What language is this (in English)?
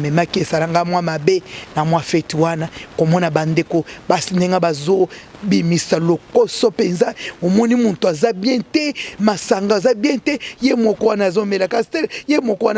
Lingala